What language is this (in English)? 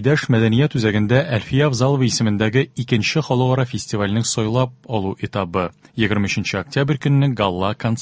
Tatar